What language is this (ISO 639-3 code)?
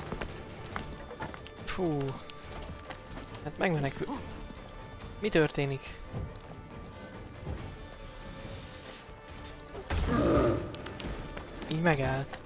hun